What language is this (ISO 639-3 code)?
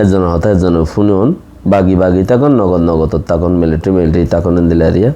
rhg